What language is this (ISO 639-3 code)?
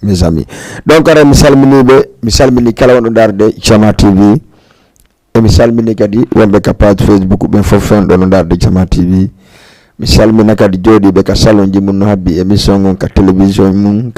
ful